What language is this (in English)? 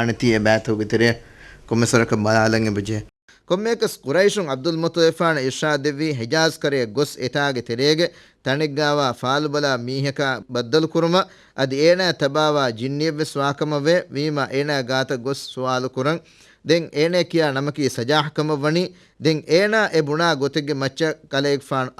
Divehi